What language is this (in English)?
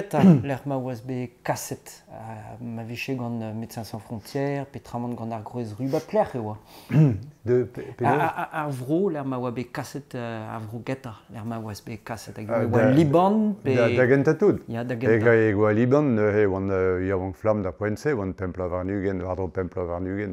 Breton